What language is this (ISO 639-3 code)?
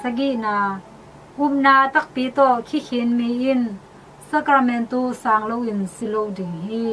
ctd